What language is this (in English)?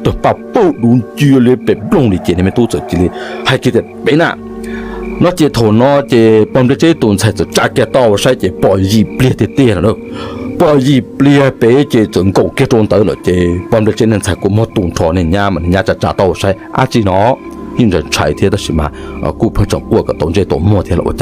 Hmong